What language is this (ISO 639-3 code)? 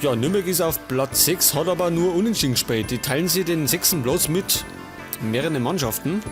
bar